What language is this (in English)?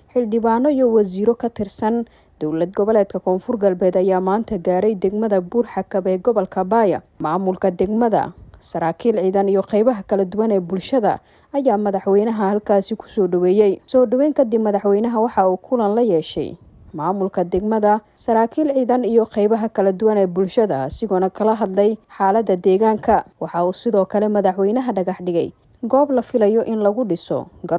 Somali